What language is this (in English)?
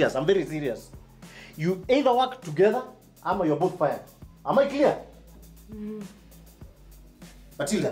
Swahili